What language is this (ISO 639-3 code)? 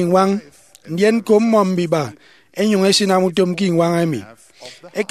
efi